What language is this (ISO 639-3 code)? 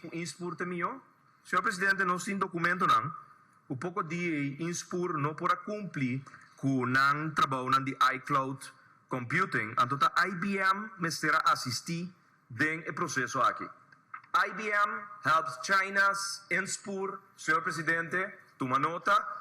pap